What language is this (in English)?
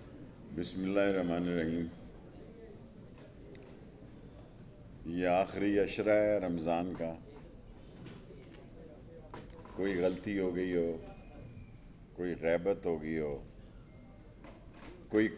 Urdu